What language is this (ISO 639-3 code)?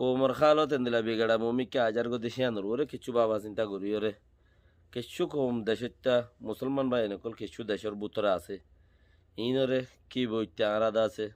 rhg